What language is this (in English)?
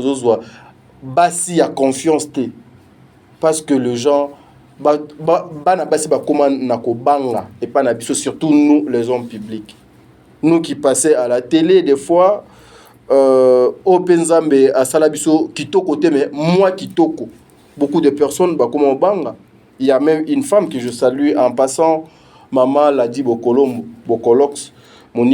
Lingala